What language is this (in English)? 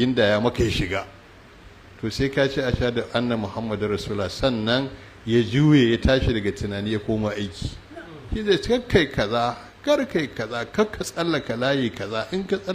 Hausa